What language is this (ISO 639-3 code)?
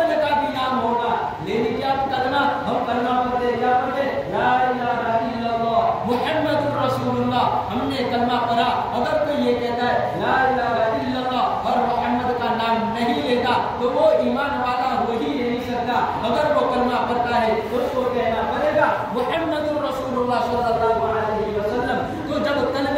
urd